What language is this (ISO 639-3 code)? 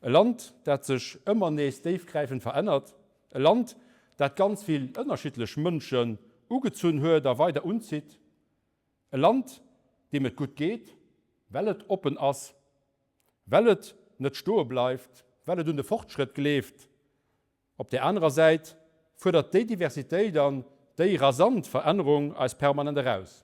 ltz